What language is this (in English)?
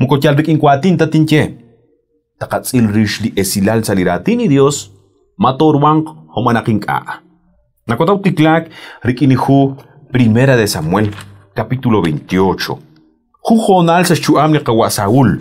Kekchí